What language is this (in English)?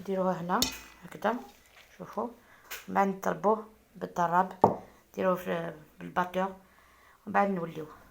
Algerian Arabic